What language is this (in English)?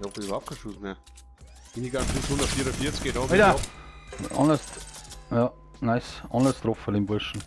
Bavarian